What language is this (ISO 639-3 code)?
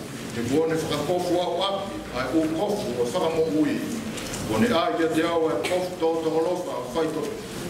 ton